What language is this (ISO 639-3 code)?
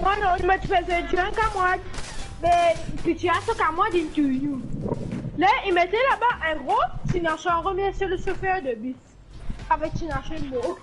mfe